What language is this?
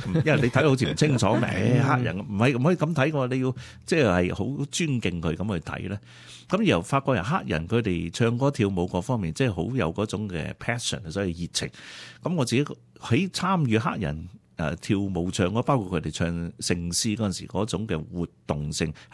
Cantonese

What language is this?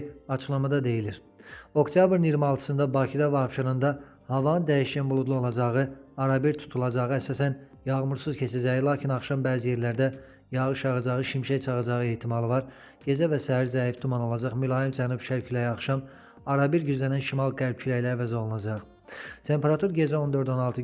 Azerbaijani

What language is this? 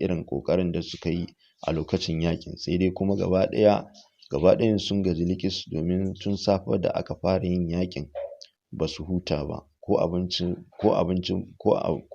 Hausa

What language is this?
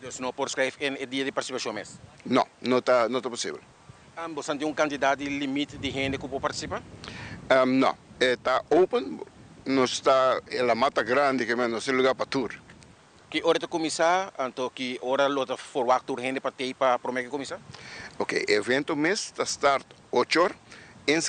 Papiamento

